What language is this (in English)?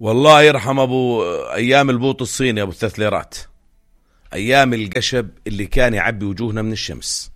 North Levantine Arabic